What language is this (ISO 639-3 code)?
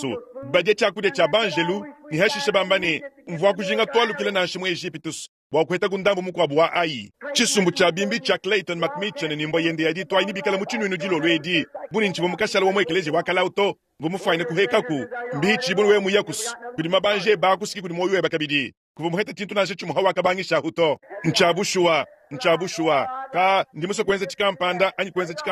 lua